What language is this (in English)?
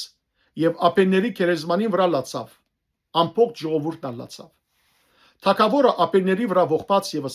Western Armenian